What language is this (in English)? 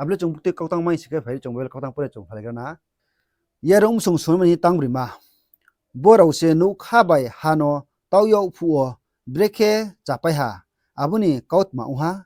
Riang (India)